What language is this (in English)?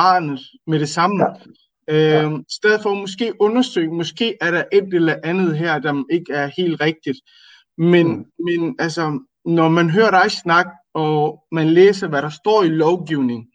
Danish